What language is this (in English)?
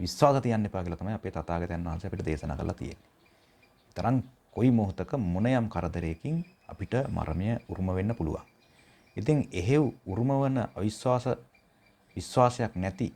Sinhala